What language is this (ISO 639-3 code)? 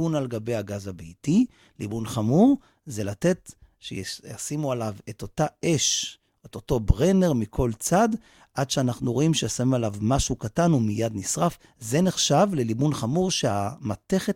heb